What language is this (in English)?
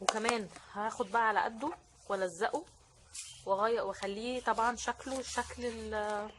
Egyptian Arabic